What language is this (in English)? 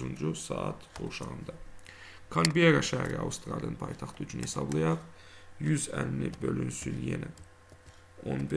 Azerbaijani